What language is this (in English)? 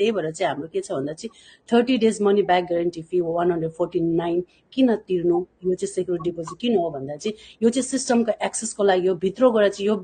Nepali